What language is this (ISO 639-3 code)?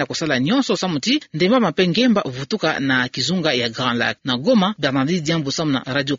ktu